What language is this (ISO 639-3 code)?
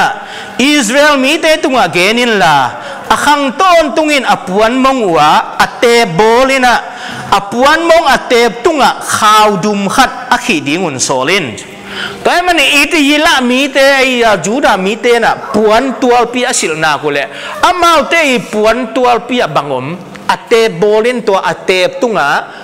ctd